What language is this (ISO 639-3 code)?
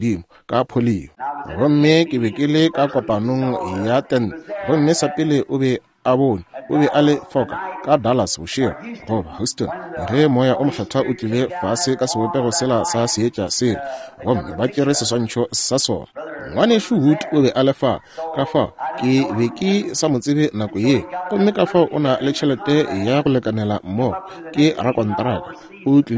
nso